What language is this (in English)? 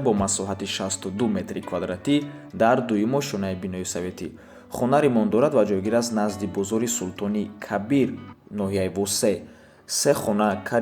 Tajik